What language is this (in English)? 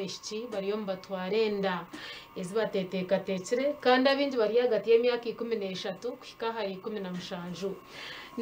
Nyankole